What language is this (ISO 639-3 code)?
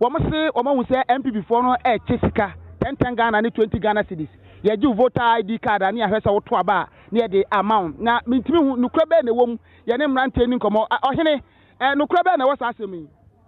aka